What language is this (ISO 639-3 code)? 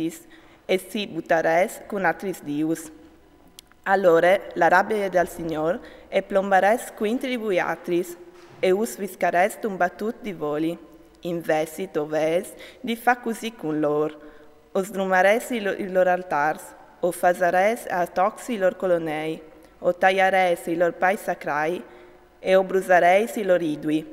fur